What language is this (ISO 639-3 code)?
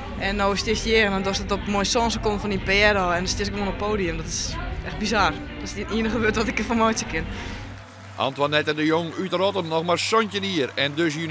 fry